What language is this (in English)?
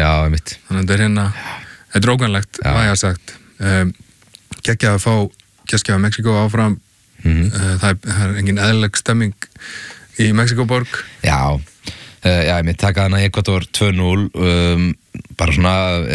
Icelandic